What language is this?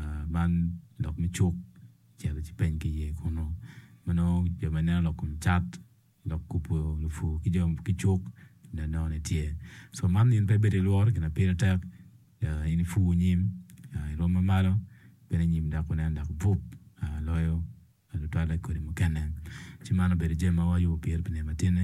Acoli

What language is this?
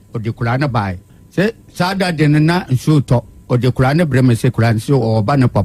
Akan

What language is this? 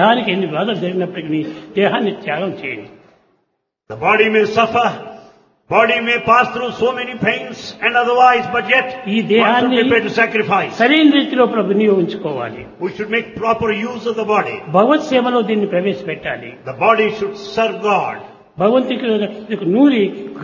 Telugu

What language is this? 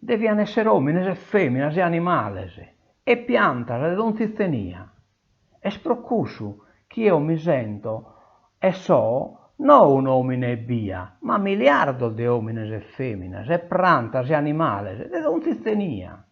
Sardinian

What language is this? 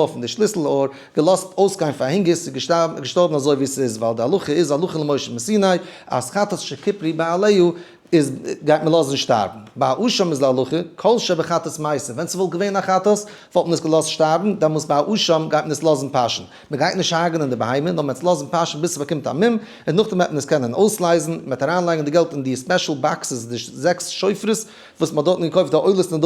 Yiddish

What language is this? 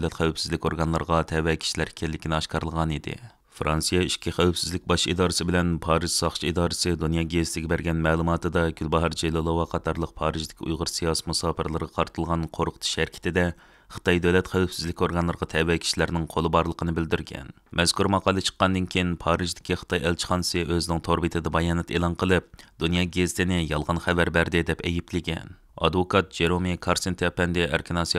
Uyghur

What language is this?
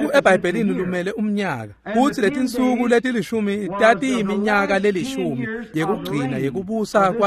Swati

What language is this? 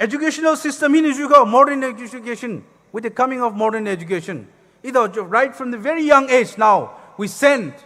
Poumei Naga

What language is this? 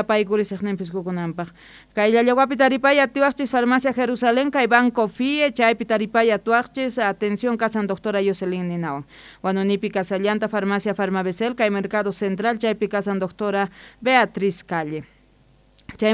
South Bolivian Quechua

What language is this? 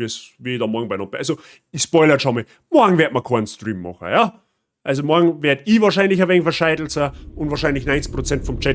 Bavarian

